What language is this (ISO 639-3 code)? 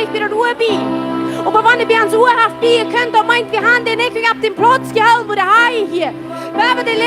pdt